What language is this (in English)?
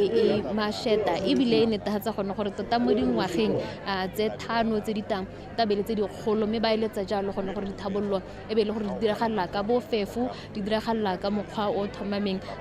Tswana